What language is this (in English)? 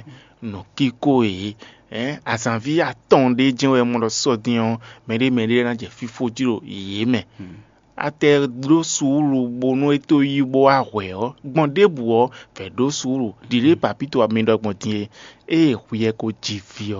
Fon